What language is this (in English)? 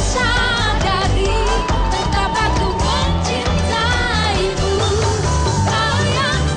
Indonesian